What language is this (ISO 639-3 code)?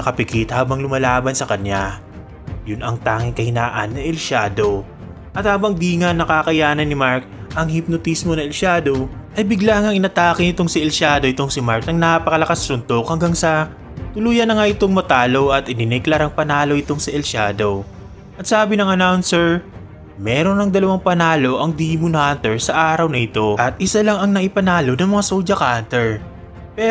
fil